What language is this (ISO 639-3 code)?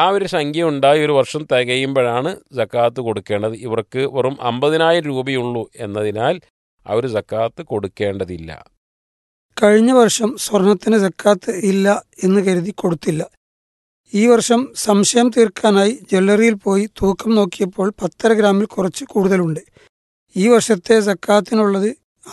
mal